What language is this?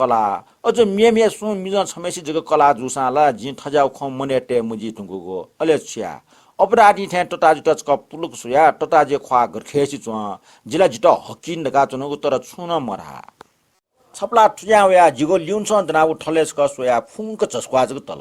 Newari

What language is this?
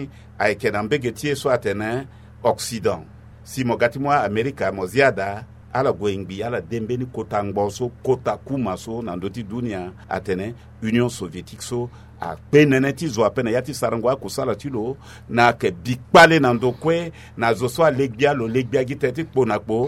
Sango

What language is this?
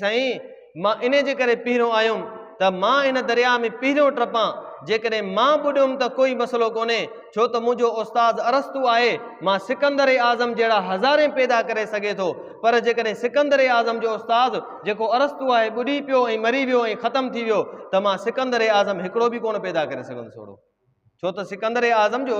Sindhi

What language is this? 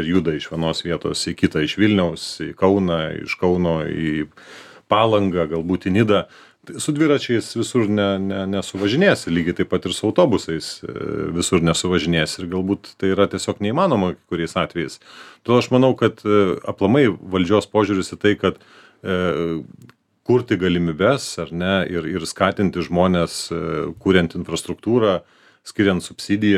Lithuanian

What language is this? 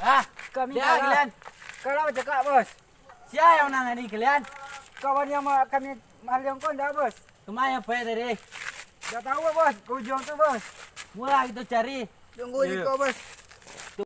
Minangkabau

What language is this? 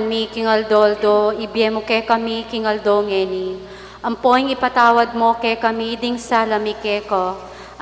Pampanga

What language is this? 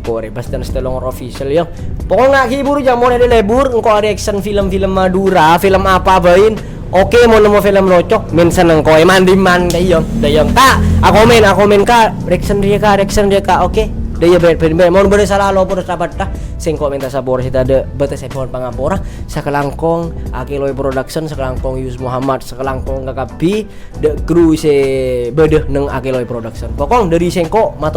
Madurese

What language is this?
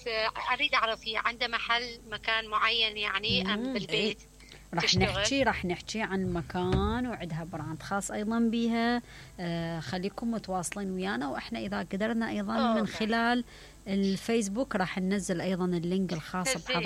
Mesopotamian Arabic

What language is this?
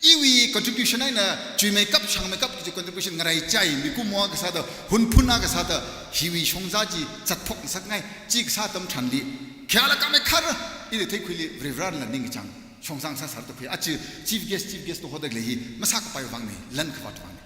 Tangkhul Naga (India)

